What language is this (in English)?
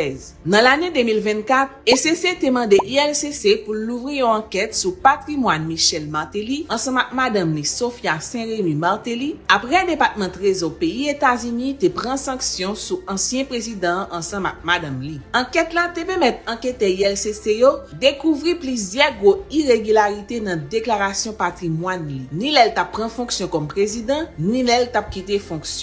Haitian Creole